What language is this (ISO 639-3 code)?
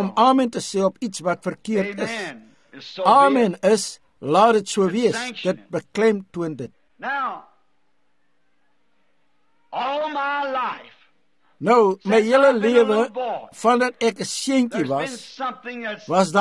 afr